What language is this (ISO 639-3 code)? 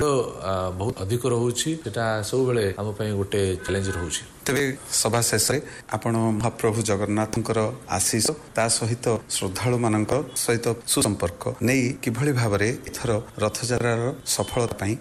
ori